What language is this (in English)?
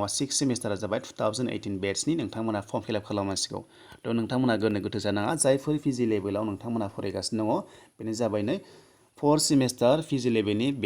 Bodo